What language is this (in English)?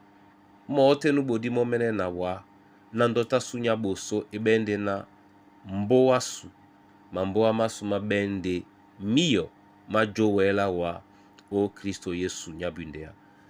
Duala